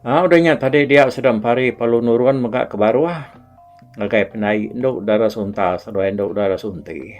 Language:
Iban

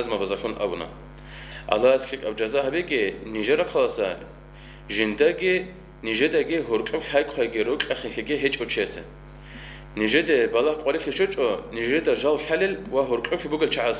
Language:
Avaric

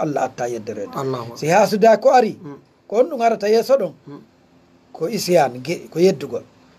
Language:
Fula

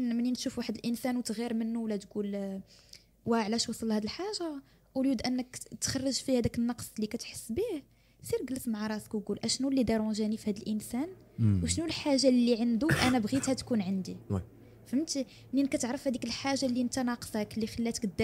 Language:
Moroccan Arabic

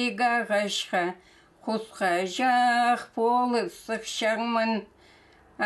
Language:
Khakas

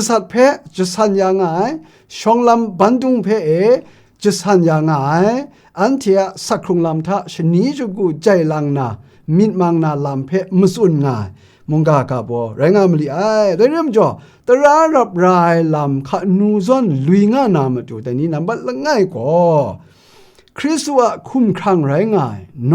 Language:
Kachin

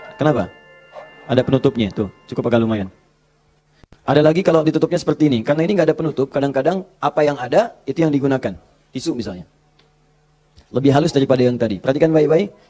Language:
Indonesian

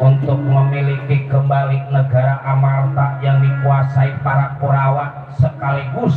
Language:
Betawi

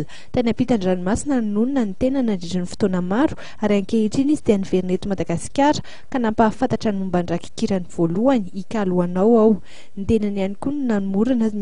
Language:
Malagasy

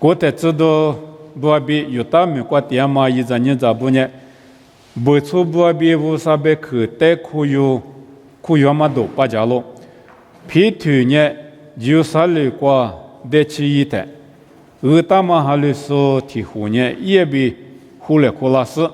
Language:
Lisu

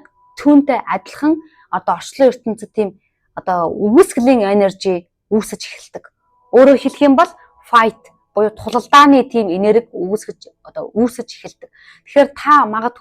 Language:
Mongolian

